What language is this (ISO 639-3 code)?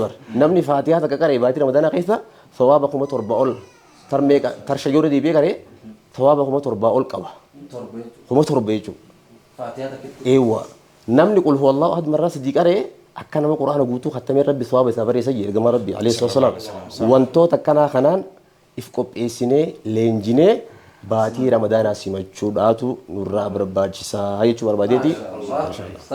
orm